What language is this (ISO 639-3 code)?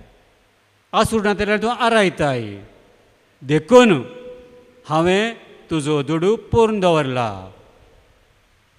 kok